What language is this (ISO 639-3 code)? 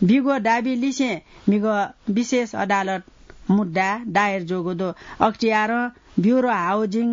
new